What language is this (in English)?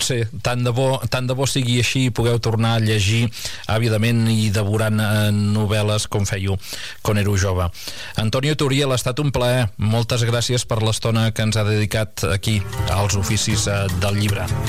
Catalan